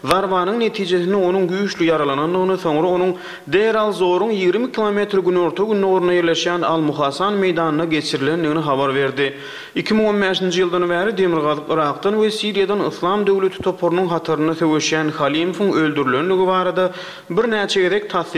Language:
Turkmen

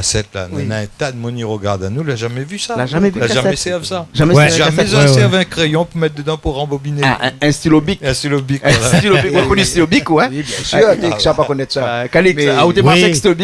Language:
Réunion Creole French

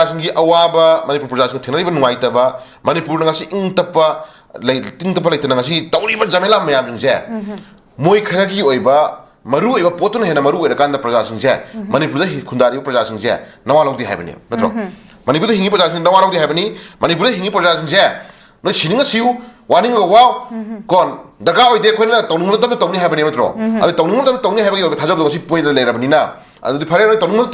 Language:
Manipuri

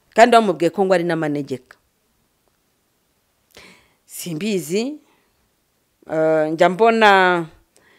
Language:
Kinyarwanda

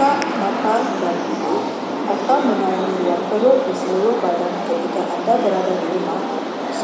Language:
Malay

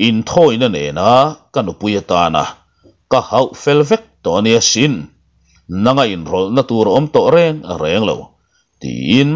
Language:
Mizo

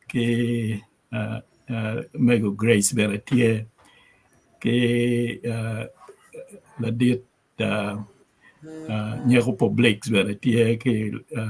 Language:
Acoli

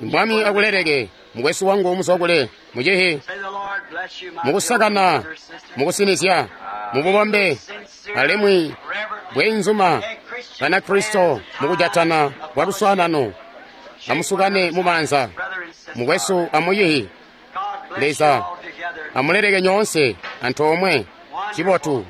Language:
Tonga (Zambia)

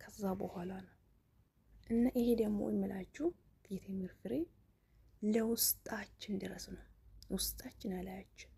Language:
Amharic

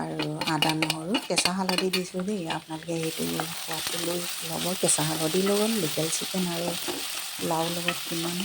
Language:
Assamese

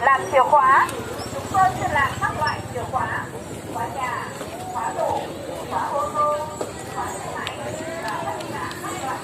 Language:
Hmong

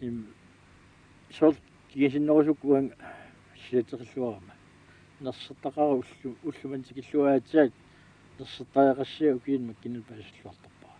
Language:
Kalaallisut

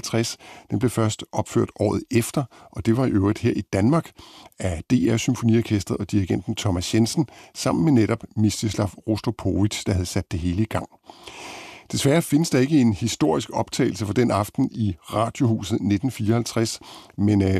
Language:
Danish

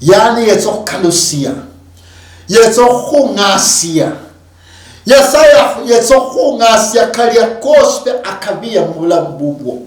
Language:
Luyia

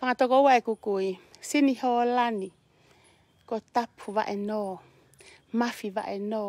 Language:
Tongan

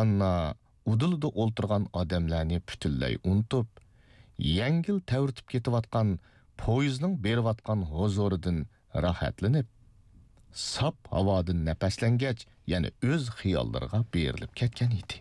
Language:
Uyghur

